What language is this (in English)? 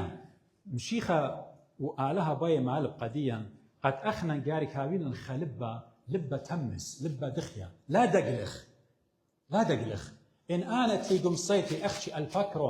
Assyrian Neo-Aramaic